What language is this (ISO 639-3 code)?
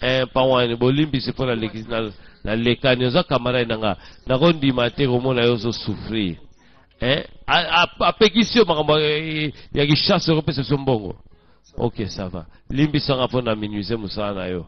lin